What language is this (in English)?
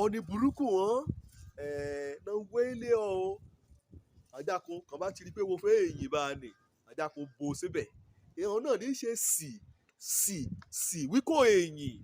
Yoruba